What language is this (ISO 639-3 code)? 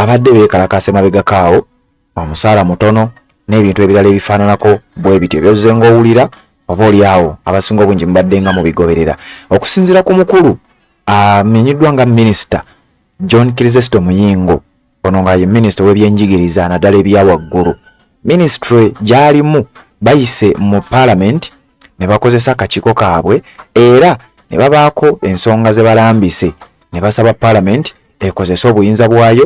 lug